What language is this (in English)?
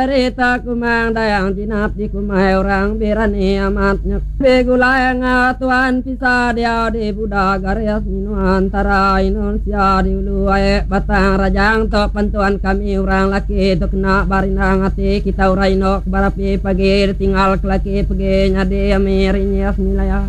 Iban